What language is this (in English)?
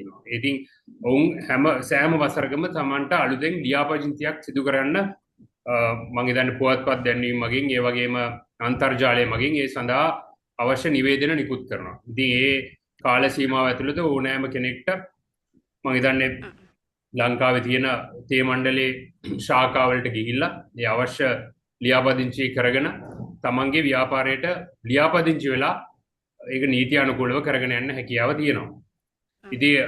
Sinhala